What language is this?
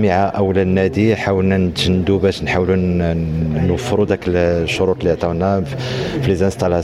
Moroccan Arabic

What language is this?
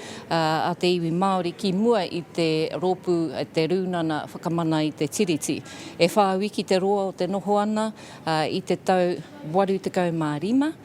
Māori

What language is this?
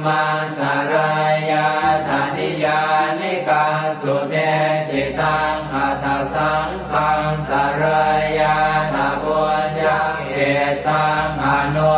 Pali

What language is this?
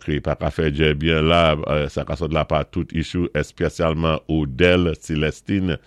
Saint Lucian Creole French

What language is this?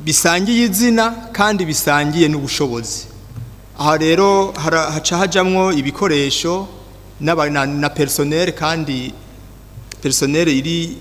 Rundi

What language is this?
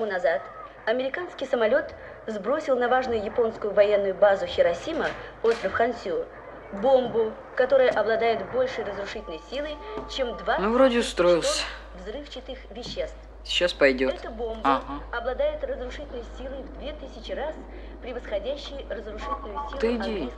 Russian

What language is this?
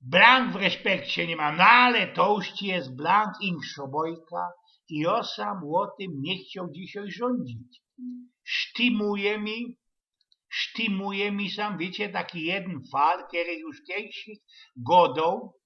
Silesian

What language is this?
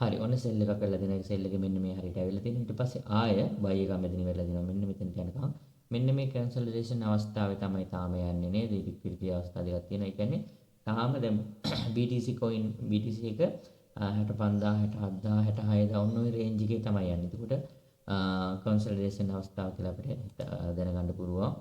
Sinhala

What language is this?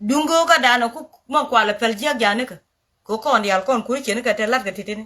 Nuer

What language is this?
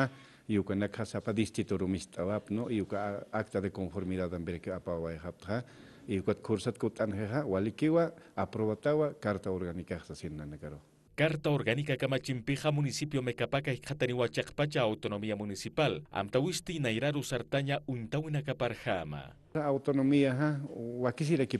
Aymara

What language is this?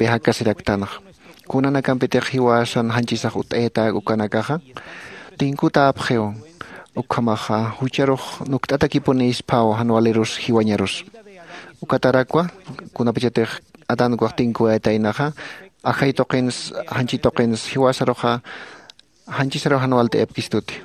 Aymara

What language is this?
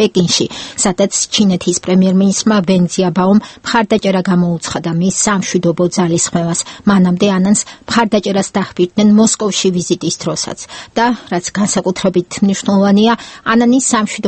Georgian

